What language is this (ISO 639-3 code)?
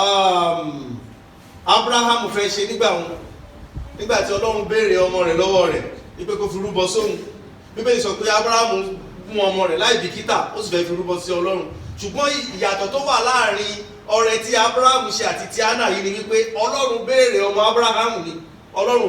yor